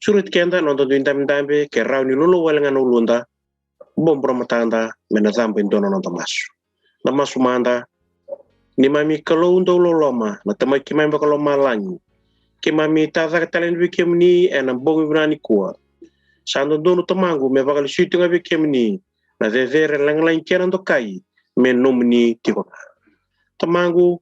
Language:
Fijian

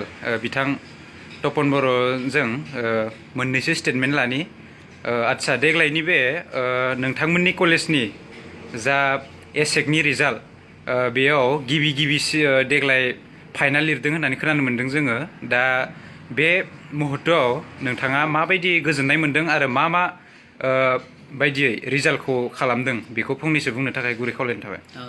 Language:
Bodo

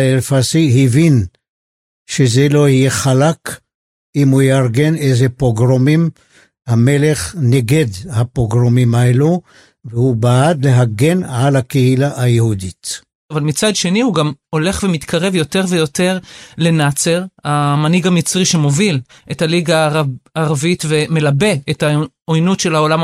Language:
Hebrew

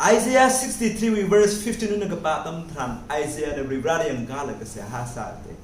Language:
Tangkhul Naga (India)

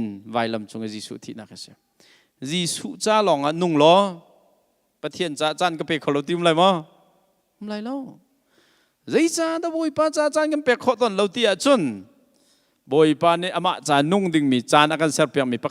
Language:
Hakha Chin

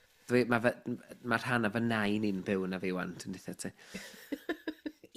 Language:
Welsh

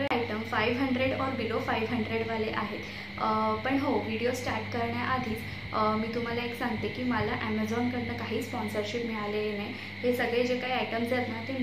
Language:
Marathi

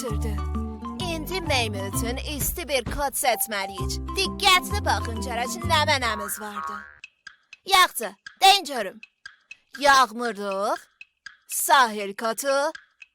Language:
South Azerbaijani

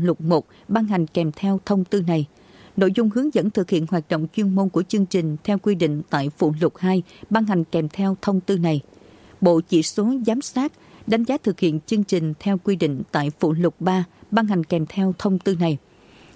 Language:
Vietnamese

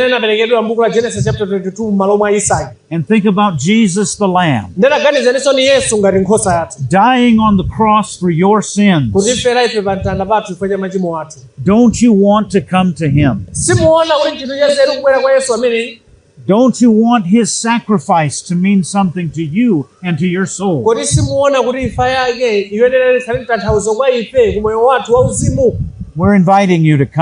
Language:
Nyanja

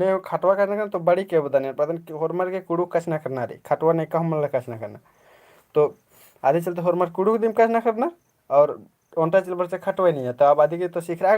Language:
Kurukh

